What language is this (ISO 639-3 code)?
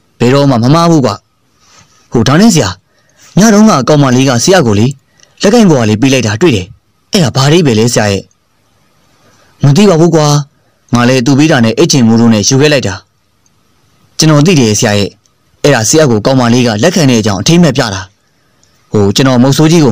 mya